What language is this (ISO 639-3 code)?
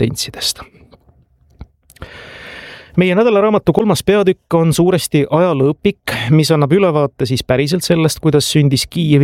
est